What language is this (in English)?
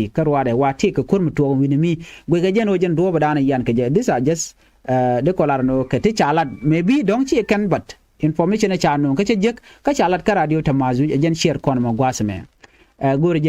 Nuer